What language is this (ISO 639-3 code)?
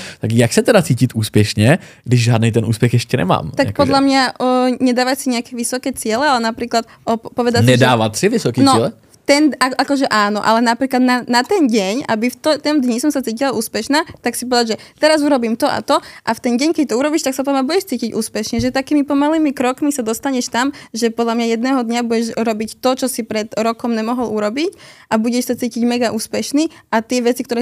slk